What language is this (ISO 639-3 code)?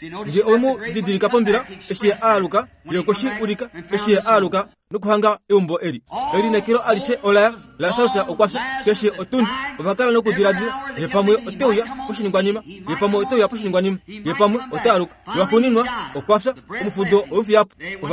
kua